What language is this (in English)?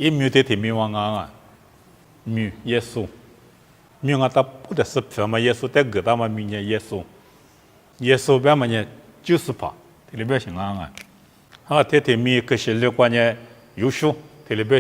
Lisu